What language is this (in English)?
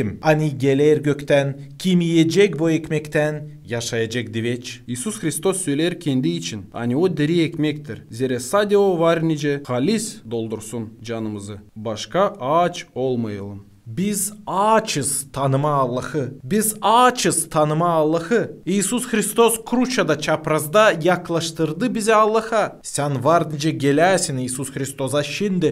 Gagauz